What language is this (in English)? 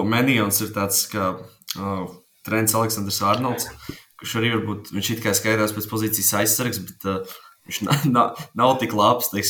Latvian